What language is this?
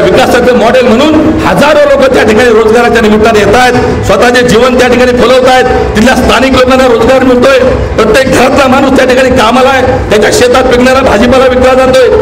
Marathi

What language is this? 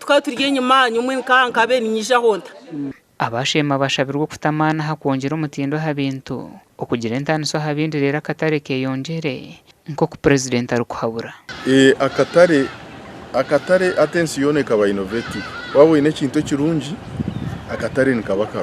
Nyankole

